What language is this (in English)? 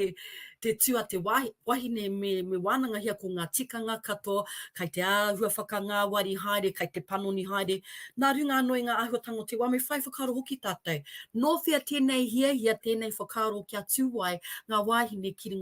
Māori